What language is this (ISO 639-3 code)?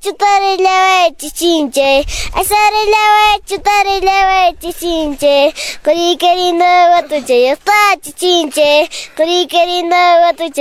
que